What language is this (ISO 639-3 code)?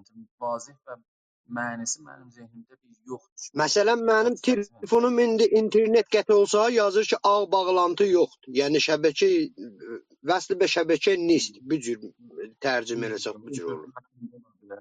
azb